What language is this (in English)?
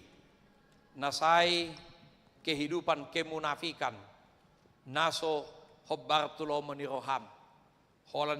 Batak Toba